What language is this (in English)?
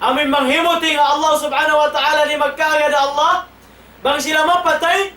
Tausug